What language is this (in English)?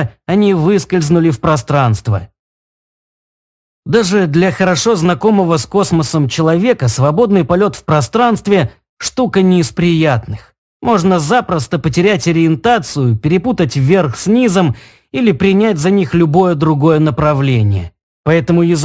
Russian